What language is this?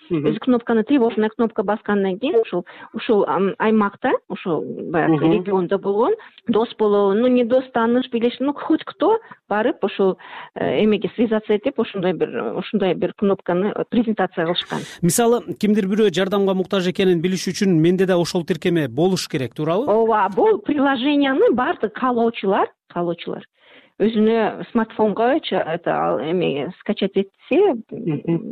Kyrgyz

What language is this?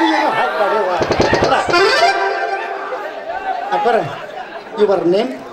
Kannada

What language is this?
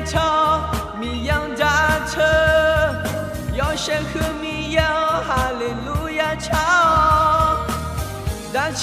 Akha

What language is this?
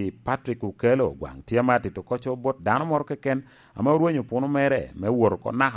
Lango (Uganda)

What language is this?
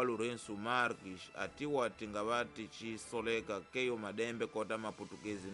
Tsonga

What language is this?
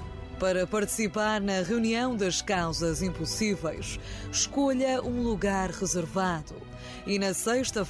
Portuguese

